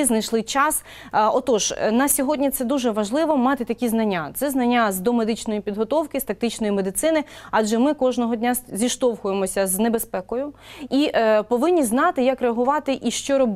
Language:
Ukrainian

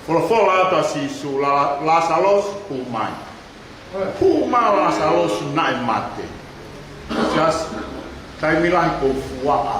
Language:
Tongan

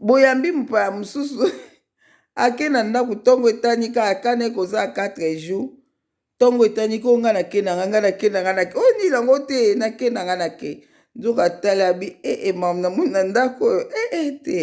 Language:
Lingala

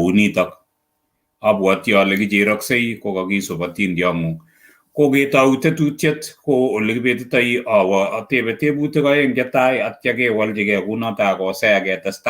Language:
Kalenjin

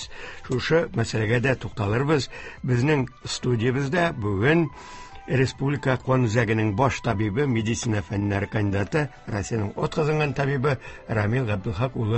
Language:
Tatar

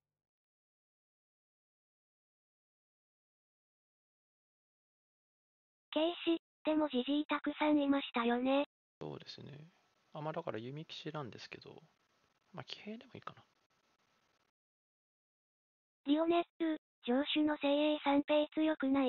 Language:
Japanese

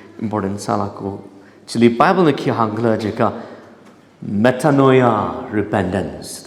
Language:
Tangkhul Naga (India)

